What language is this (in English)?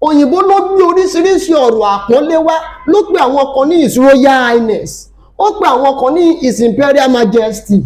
Yoruba